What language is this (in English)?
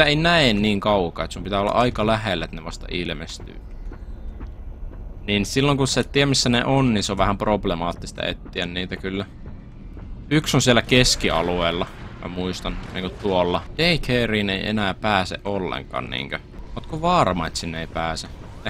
Finnish